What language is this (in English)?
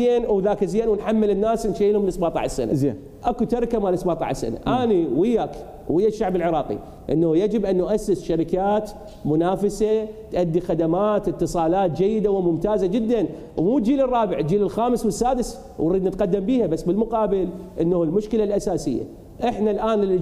Mesopotamian Arabic